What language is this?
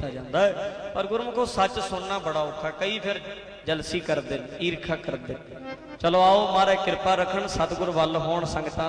Punjabi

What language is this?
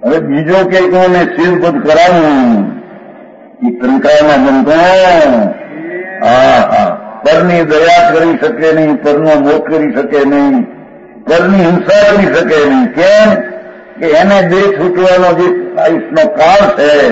Gujarati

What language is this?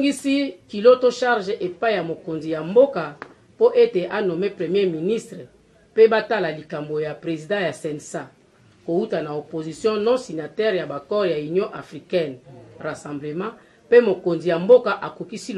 Lingala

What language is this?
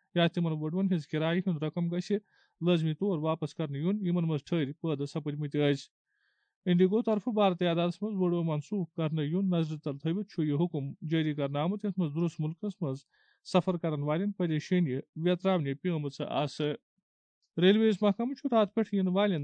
Kashmiri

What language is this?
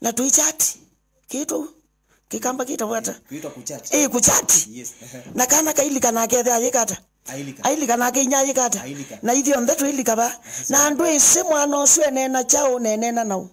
Kamba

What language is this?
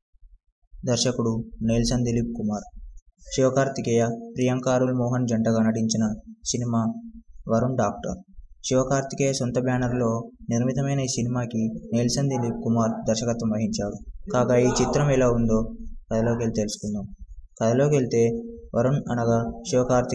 Telugu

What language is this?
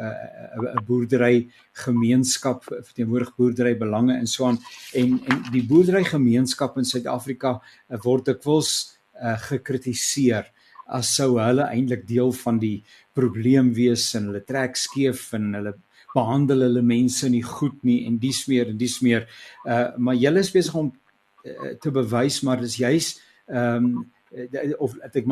Afrikaans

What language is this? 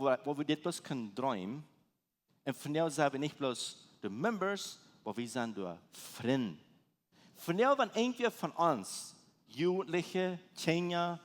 Plautdietsch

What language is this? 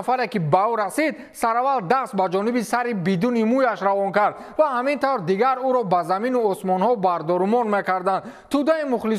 Tajik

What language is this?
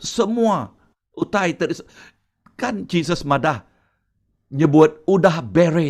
Iban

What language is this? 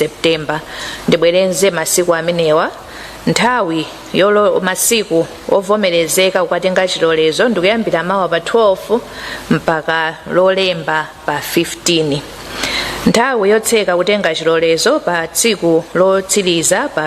Nyanja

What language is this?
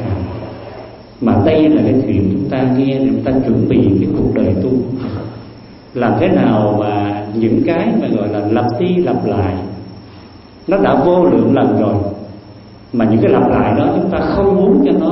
Vietnamese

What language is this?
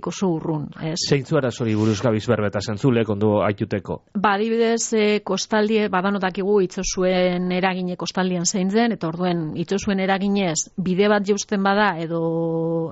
Basque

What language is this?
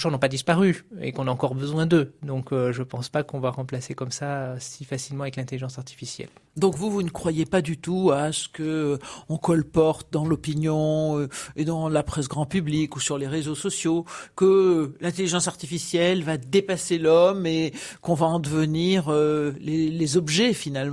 French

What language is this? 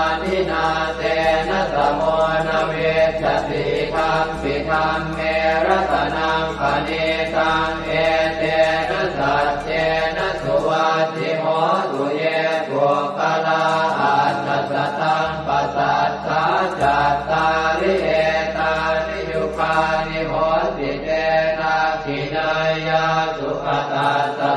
Pali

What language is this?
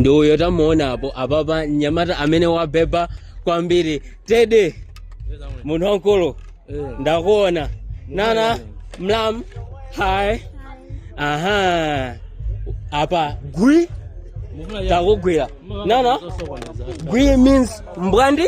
Nyanja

